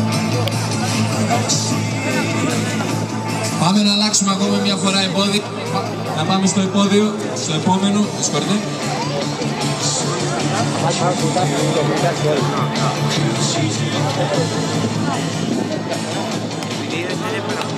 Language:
Greek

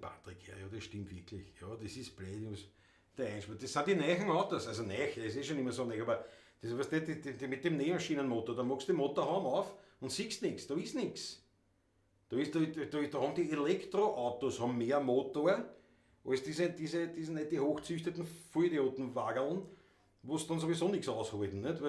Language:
Bavarian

